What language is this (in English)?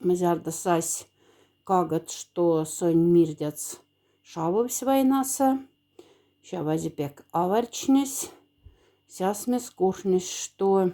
Moksha